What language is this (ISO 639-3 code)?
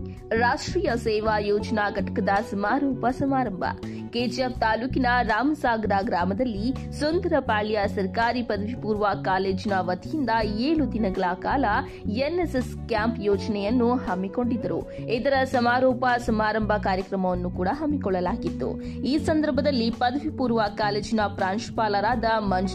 kan